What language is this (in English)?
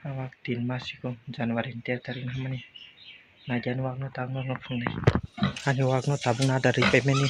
Kok Borok